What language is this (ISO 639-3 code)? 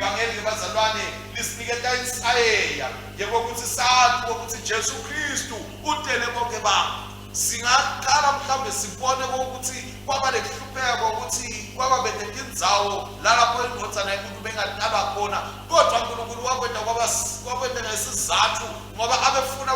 ssw